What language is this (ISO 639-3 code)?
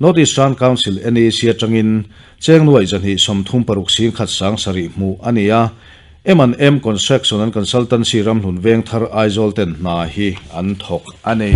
lus